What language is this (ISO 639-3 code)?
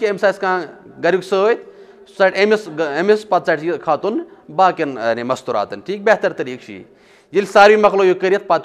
kas